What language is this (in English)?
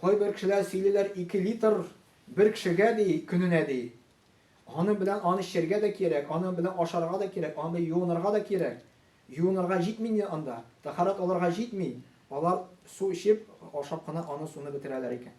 Tatar